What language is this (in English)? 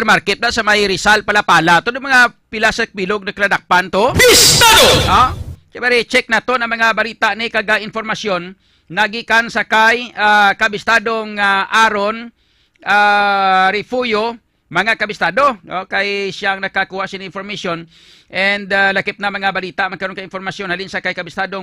Hiligaynon